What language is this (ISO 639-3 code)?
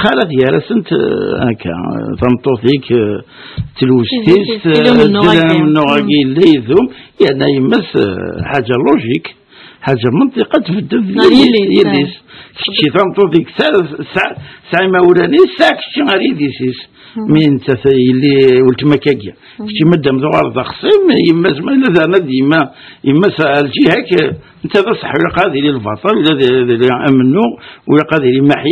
kab